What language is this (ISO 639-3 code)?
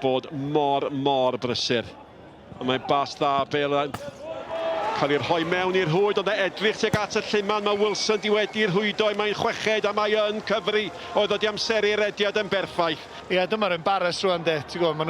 cym